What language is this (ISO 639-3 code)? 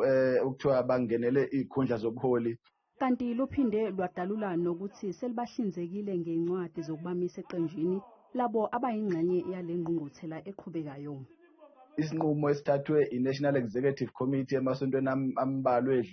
zul